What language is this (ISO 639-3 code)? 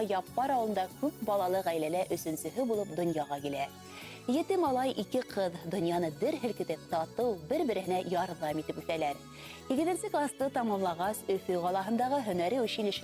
bak